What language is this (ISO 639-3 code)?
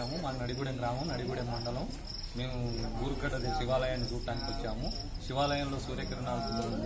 tel